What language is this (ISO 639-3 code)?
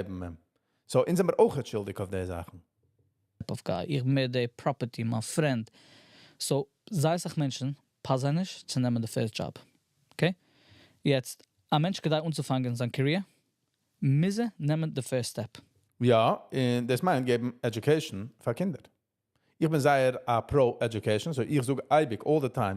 yid